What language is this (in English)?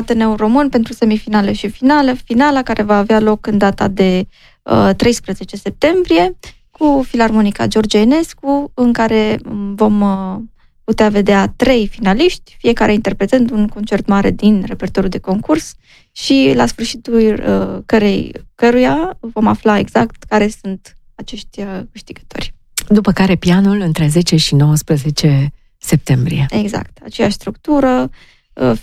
Romanian